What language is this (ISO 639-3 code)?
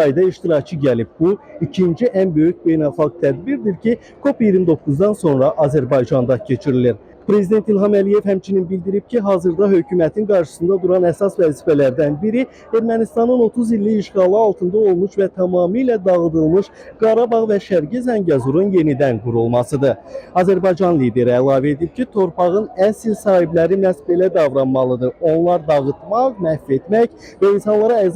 aze